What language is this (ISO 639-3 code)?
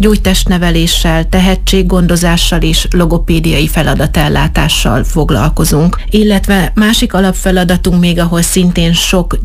hun